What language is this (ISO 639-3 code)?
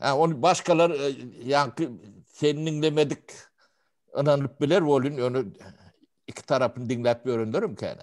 tuk